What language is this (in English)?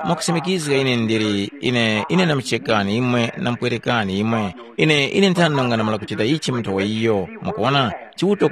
Tumbuka